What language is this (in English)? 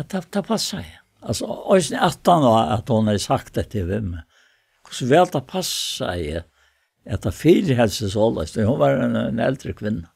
Faroese